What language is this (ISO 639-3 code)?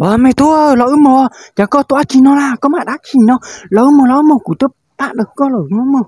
hmn